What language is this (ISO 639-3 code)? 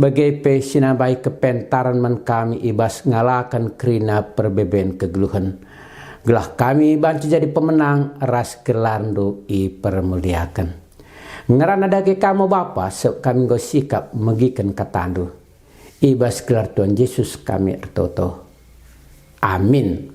btx